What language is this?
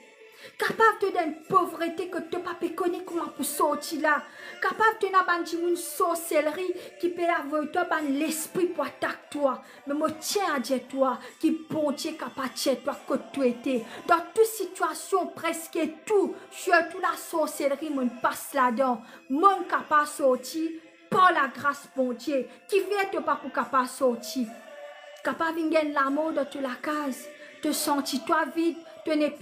Morisyen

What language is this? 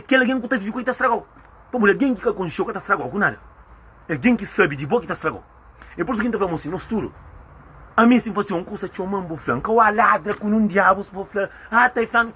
Kabuverdianu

